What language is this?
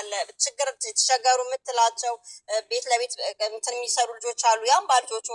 Amharic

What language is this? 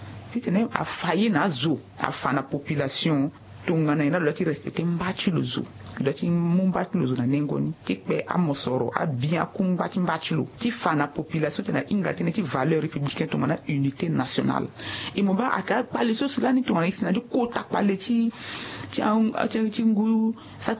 Sango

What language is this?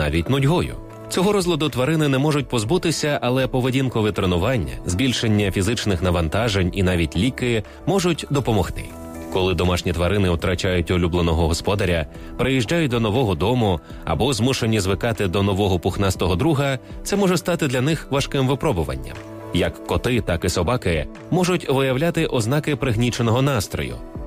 Ukrainian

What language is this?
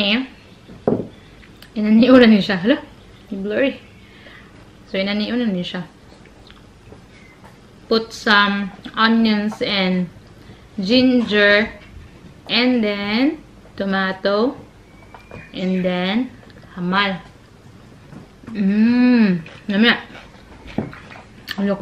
Filipino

